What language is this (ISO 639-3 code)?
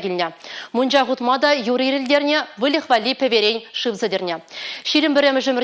chv